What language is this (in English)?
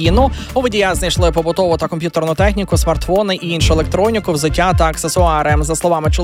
Ukrainian